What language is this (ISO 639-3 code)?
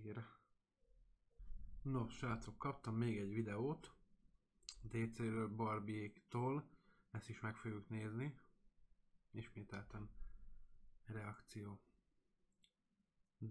hun